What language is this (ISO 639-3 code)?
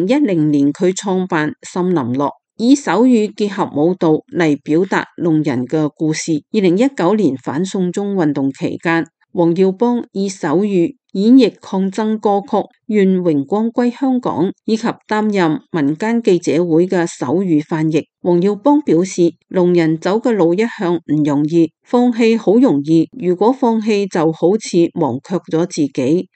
yue